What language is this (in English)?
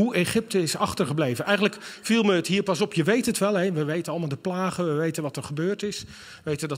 Dutch